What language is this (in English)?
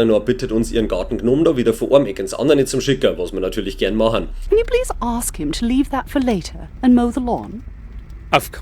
Bavarian